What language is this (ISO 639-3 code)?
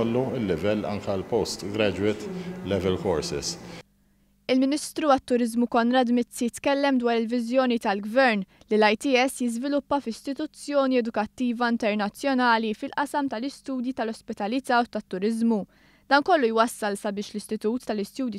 mlt